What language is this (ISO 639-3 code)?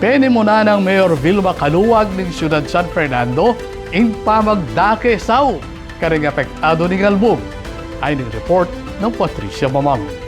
pam